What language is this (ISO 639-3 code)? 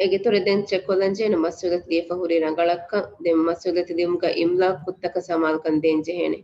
div